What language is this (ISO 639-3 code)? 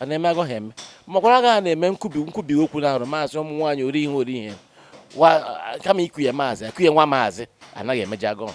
ibo